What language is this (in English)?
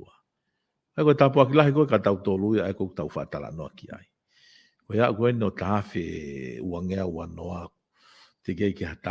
Tongan